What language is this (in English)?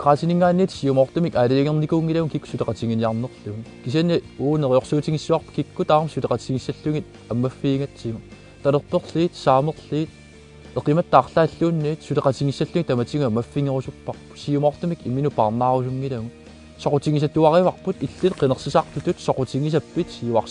Kalaallisut